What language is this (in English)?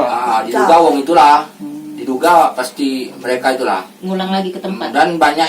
Musi